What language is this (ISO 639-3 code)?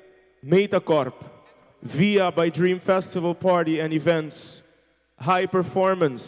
pap